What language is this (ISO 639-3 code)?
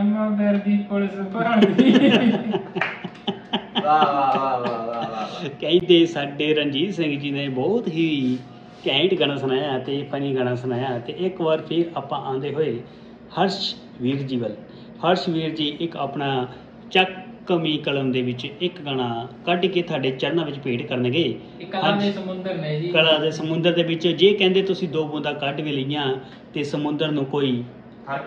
pan